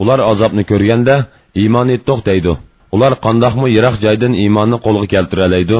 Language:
Uyghur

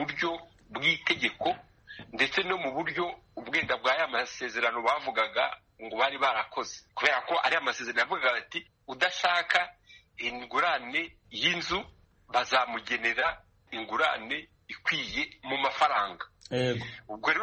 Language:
Kinyarwanda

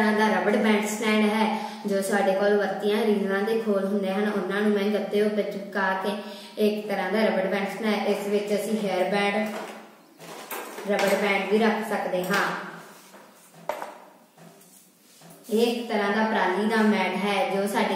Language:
Punjabi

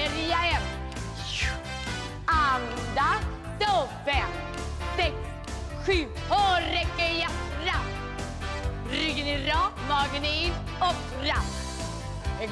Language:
Swedish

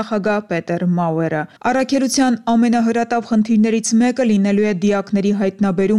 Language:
Armenian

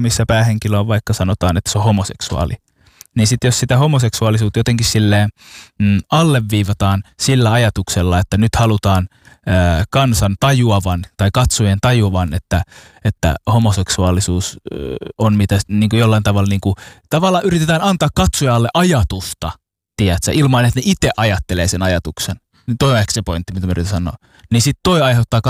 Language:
Finnish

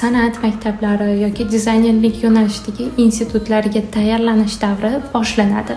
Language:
Uzbek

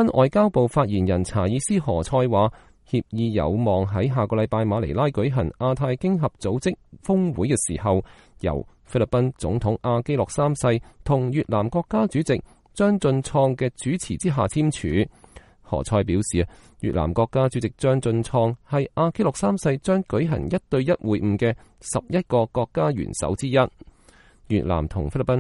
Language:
Cantonese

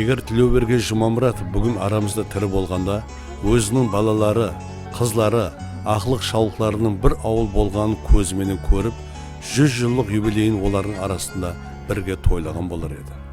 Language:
Kara-Kalpak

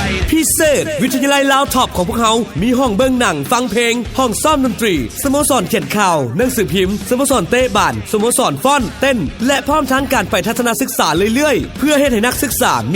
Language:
Lao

